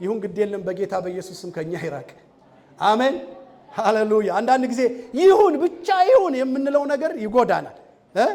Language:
Amharic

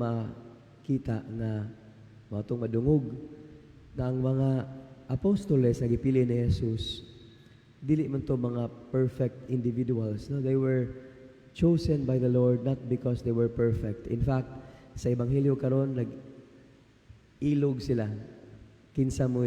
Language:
Cebuano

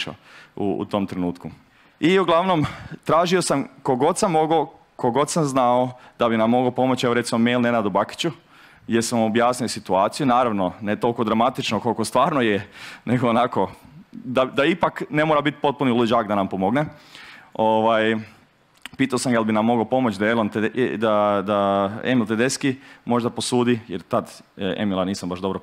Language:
Croatian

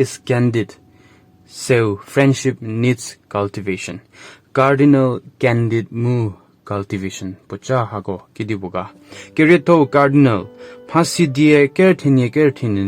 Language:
Angami Naga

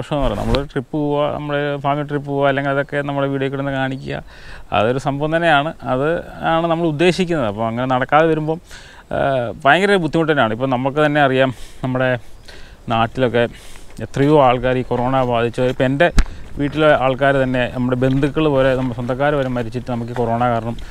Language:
Malayalam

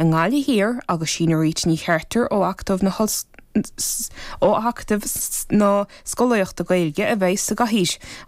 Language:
Irish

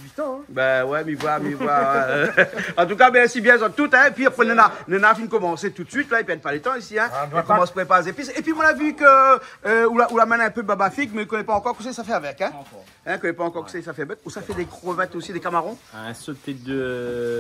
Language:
Réunion Creole French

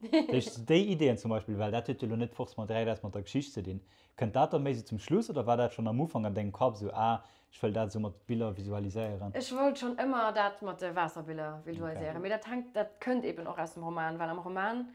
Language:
Luxembourgish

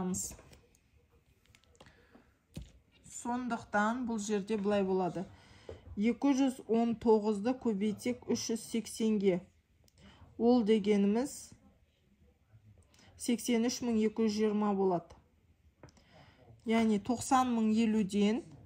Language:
Kazakh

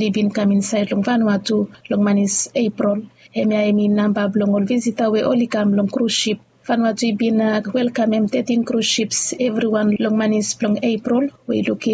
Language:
Bislama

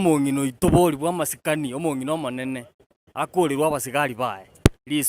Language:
Gusii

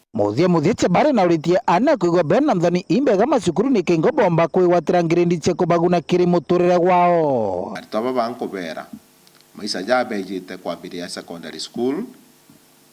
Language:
Meru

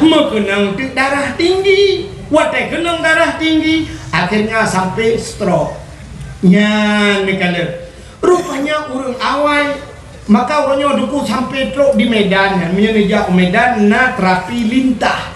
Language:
Achinese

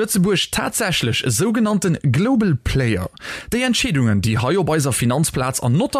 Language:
Luxembourgish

